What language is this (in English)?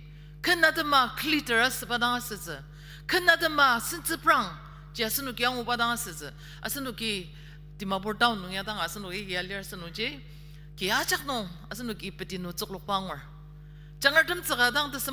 Ao Naga